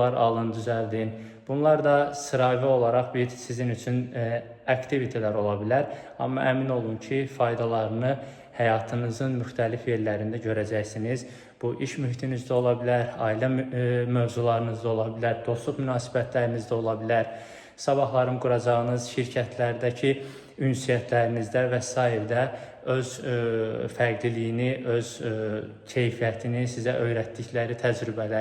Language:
Azerbaijani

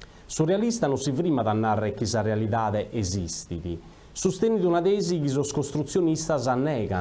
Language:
Sardinian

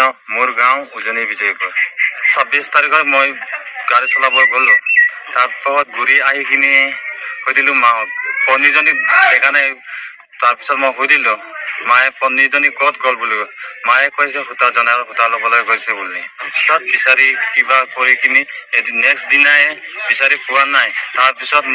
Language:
Assamese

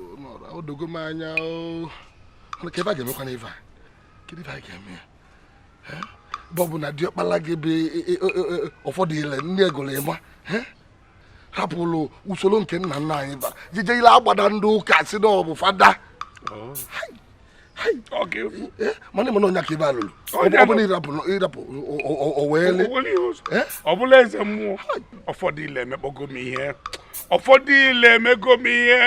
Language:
Igbo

